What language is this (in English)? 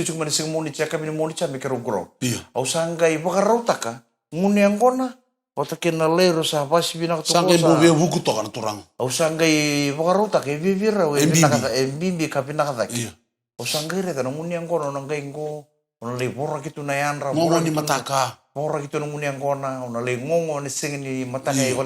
Fijian